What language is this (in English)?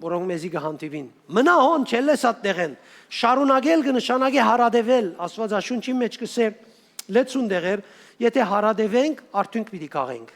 Western Armenian